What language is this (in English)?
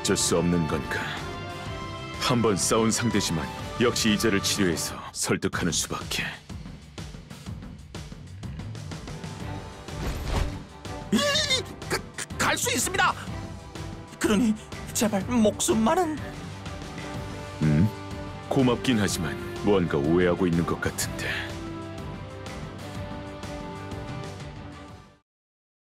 Korean